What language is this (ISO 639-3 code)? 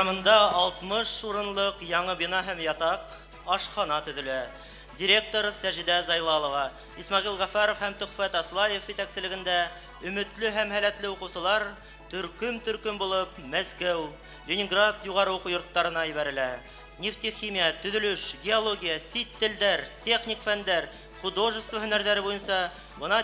bak